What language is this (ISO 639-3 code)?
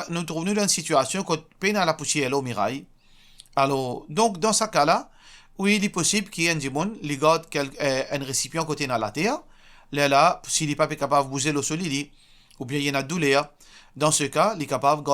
mfe